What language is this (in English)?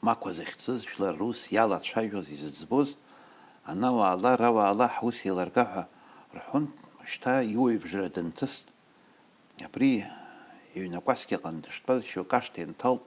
Abkhazian